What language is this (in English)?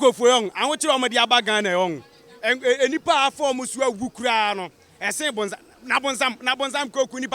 Akan